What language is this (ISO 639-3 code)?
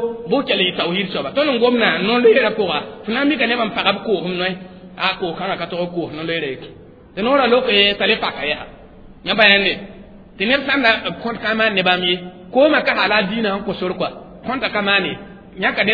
mos